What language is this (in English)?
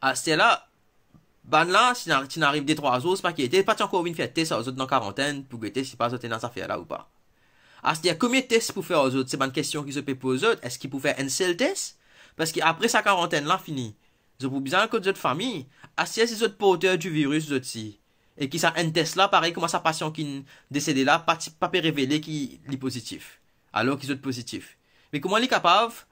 Morisyen